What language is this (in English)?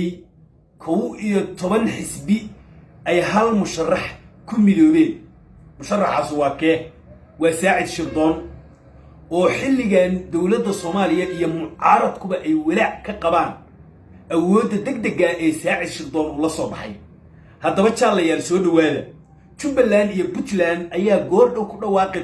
Somali